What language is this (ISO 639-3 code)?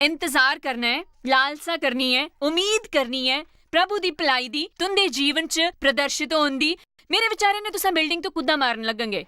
doi